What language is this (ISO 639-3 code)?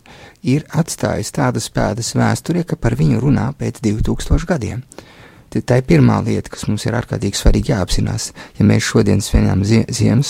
lav